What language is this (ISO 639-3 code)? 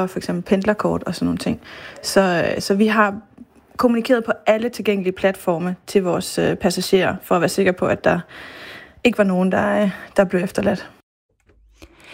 dan